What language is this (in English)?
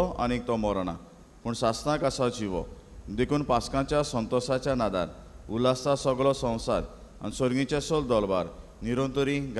Konkani